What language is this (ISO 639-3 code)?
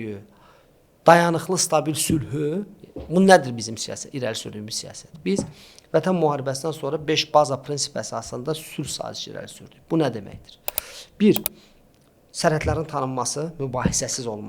aze